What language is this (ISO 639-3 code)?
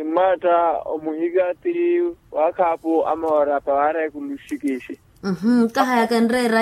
vmw